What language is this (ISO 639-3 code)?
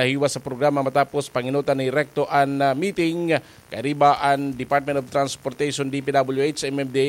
bik